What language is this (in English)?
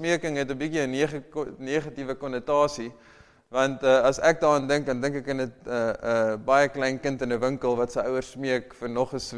Afrikaans